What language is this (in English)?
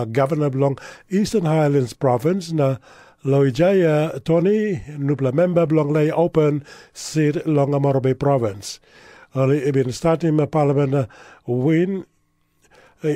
Tok Pisin